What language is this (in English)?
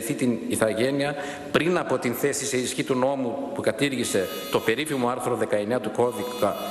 Greek